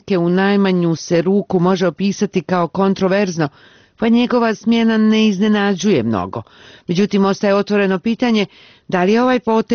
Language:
Bosnian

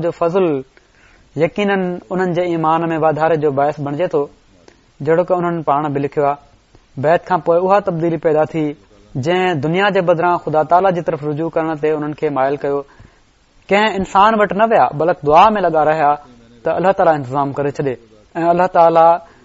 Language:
Sindhi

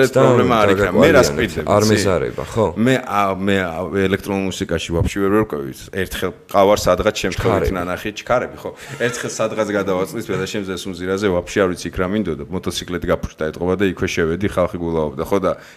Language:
Georgian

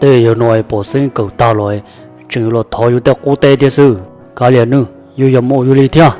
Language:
Hmong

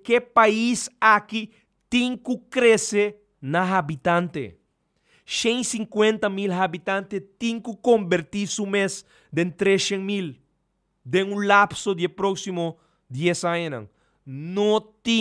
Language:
Papiamento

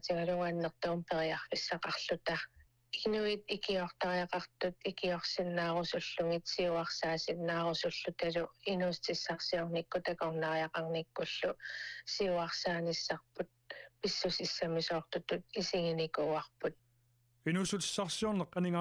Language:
Kalaallisut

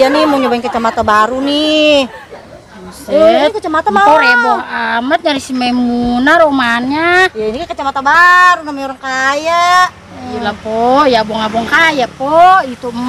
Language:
Betawi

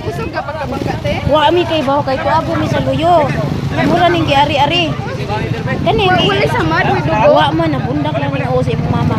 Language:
Cebuano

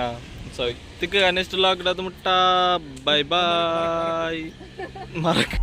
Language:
Tulu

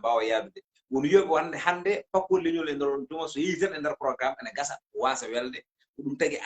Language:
Fula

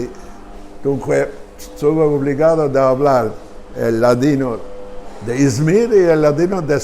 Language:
Ladino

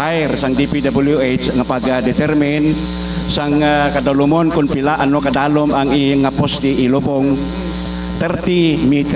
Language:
Hiligaynon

